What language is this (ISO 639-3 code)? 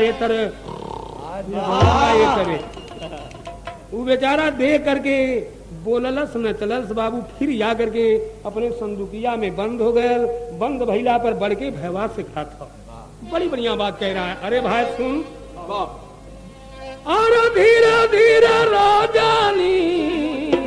bho